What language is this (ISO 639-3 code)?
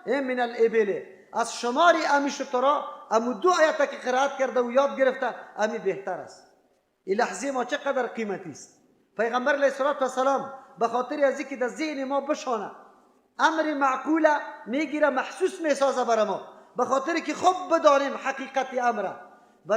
fas